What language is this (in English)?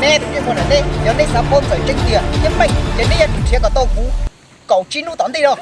Hmong